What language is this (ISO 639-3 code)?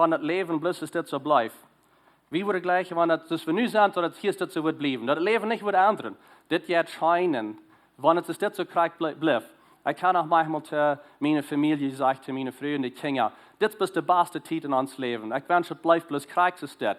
pdt